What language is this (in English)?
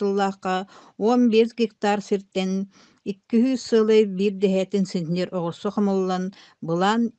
Yakut